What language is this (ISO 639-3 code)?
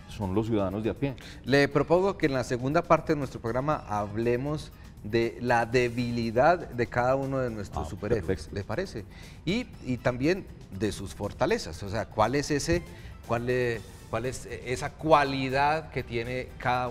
spa